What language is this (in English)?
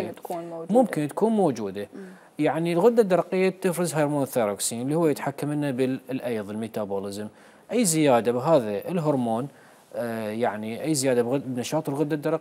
Mesopotamian Arabic